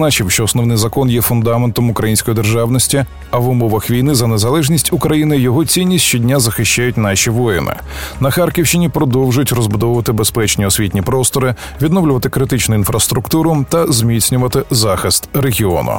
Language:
Ukrainian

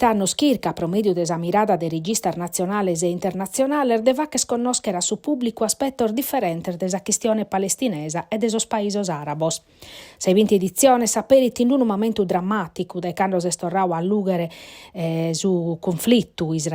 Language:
Sardinian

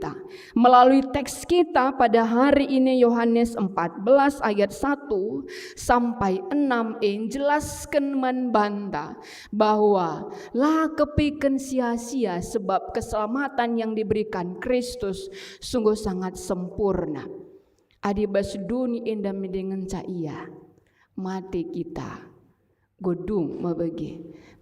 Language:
Batak Karo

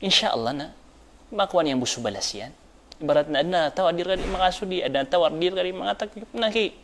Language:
Maranao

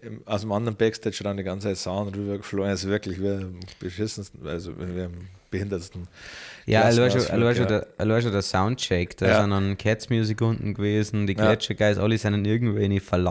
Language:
Bavarian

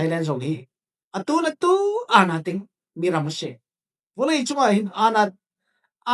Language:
Falam Chin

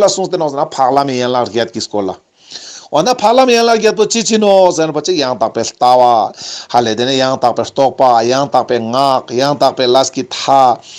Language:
Ladakhi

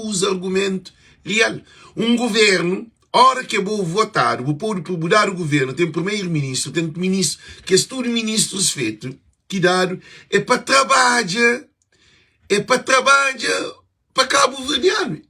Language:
Kabuverdianu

